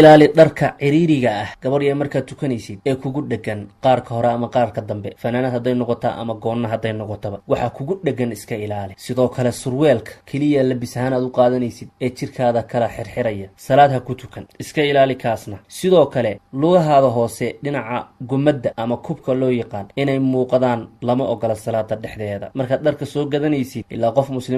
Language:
Somali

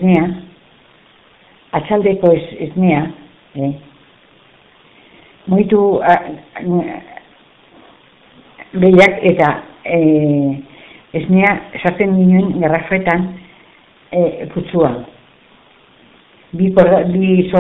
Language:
Basque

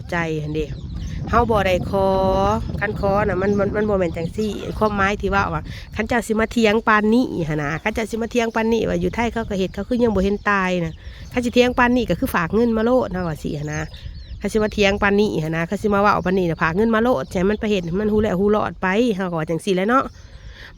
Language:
Northeastern Thai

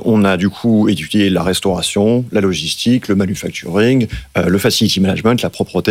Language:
French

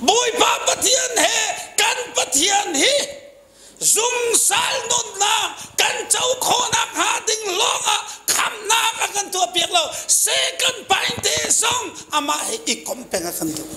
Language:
Hakha Chin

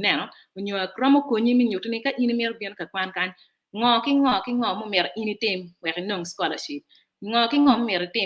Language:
Acoli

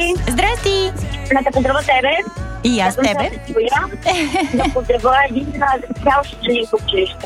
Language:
Bulgarian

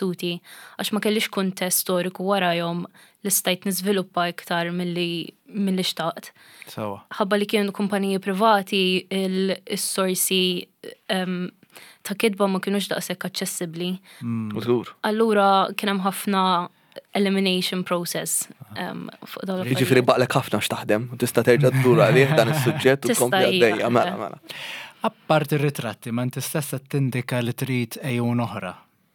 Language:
Maltese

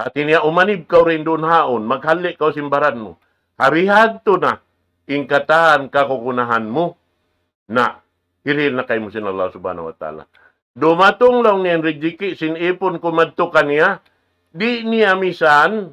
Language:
Tausug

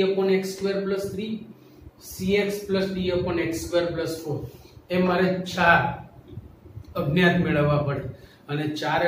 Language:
Gujarati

